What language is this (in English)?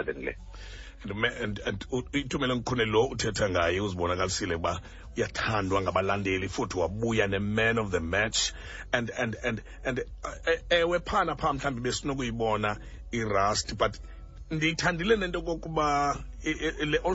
Xhosa